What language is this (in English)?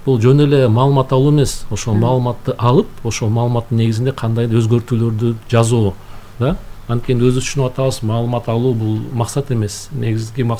Kyrgyz